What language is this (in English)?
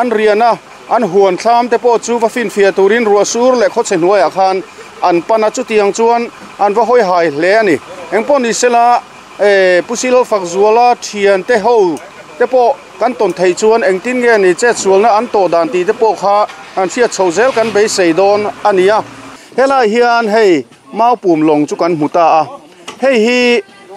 Mizo